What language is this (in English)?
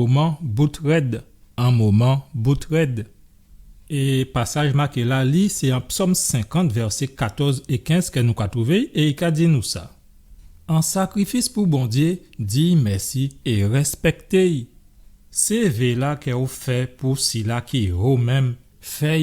Guadeloupean Creole French